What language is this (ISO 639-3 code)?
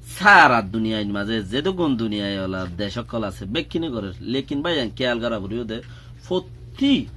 rhg